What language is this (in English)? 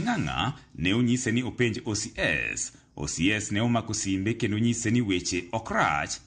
Luo (Kenya and Tanzania)